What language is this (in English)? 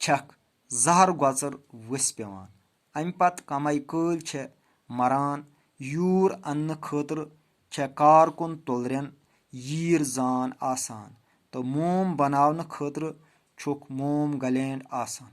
Kashmiri